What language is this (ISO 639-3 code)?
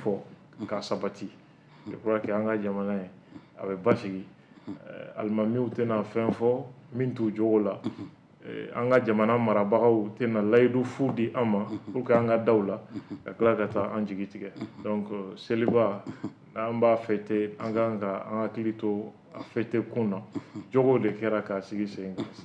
bam